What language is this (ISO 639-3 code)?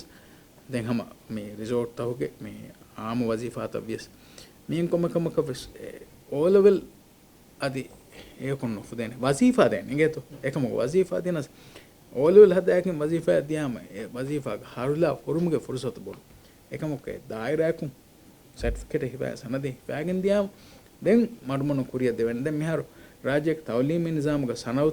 div